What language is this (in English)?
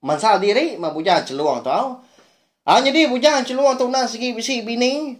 Iban